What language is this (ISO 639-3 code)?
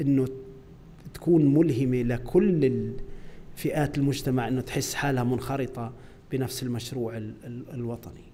apc